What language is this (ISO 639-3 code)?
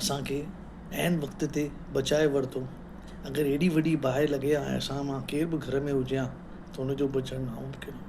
snd